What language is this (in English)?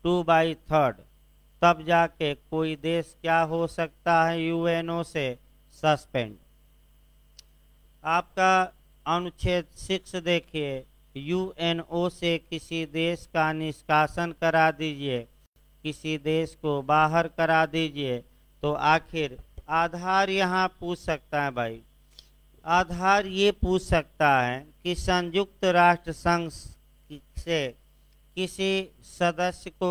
Hindi